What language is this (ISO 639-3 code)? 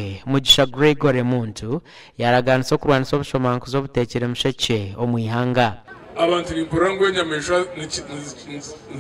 nyn